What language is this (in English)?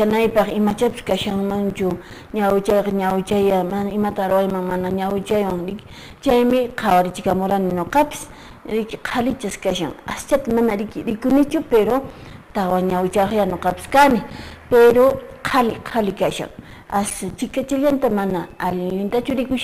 Quechua